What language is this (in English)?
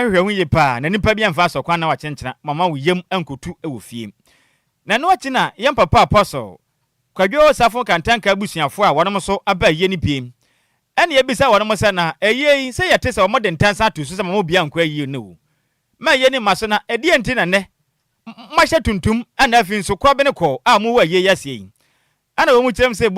Akan